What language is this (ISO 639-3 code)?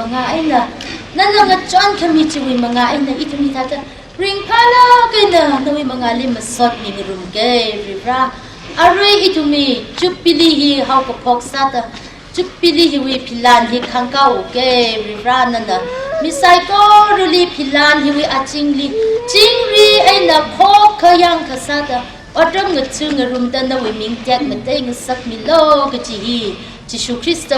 nmf